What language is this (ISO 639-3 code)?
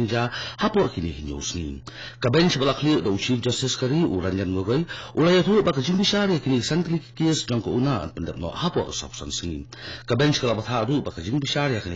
kha